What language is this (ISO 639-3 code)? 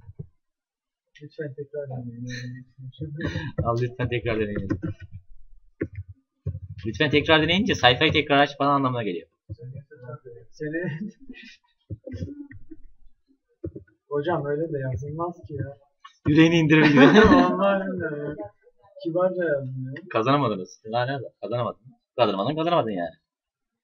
tur